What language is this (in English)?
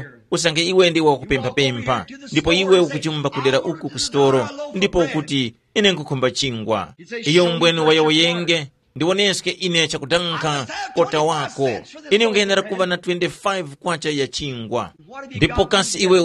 Tumbuka